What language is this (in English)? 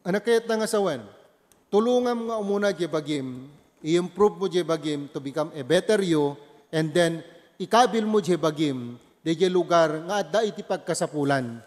Iloko